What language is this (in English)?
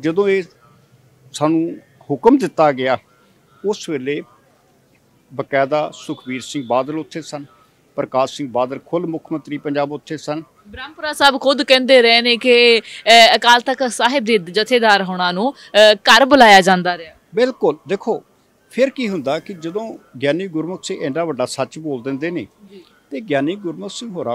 Punjabi